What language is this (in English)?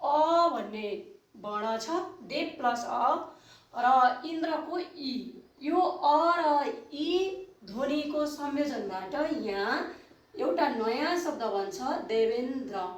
Nepali